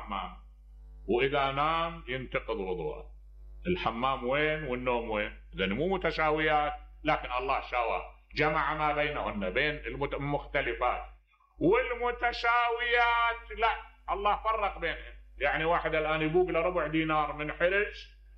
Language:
Mesopotamian Arabic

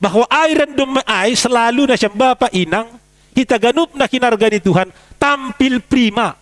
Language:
Batak Simalungun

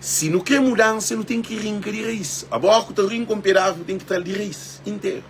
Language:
Kabuverdianu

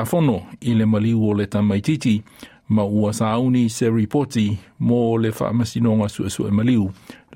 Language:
Samoan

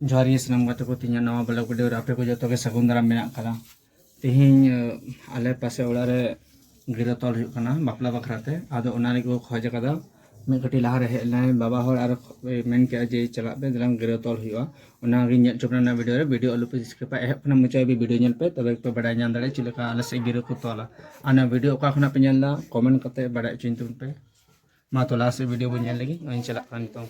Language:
Santali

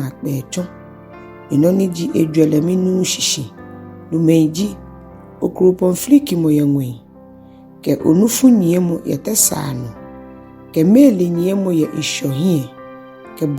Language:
Ga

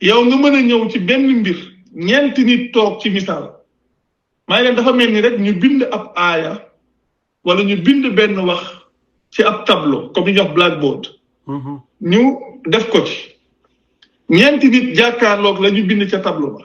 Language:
Wolof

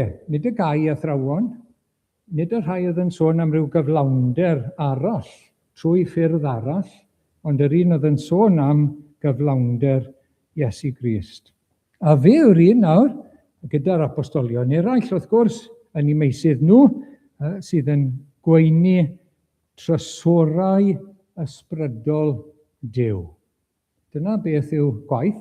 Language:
Welsh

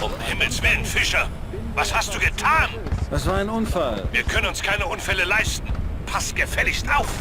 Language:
Bavarian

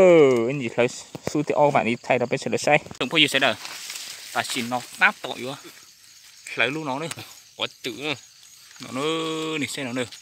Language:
Hmong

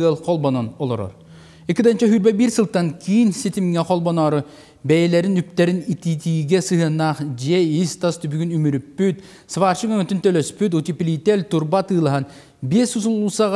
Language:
Yakut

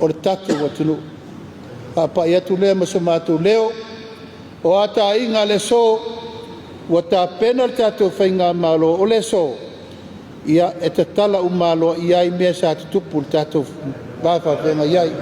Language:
Samoan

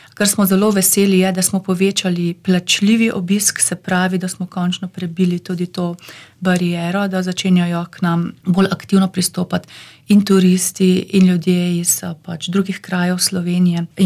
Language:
Slovenian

